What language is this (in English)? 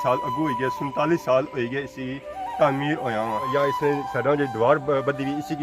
Pahari-Potwari